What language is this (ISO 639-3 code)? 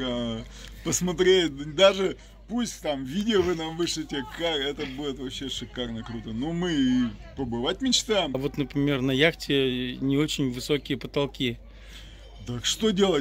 rus